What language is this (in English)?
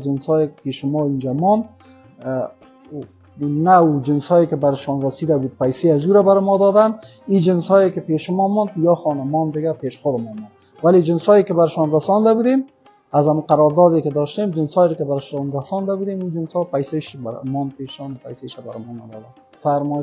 Persian